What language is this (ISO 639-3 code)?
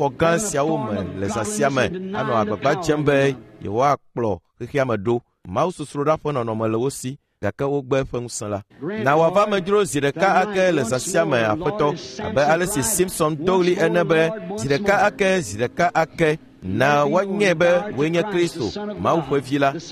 ewe